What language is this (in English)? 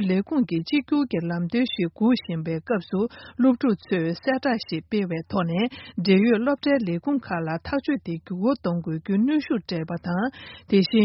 Tibetan